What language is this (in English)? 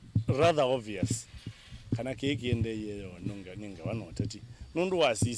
Kamba